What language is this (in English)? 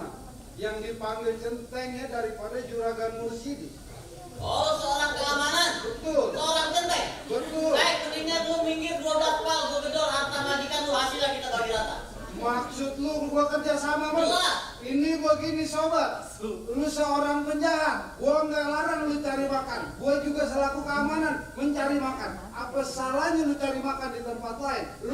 Betawi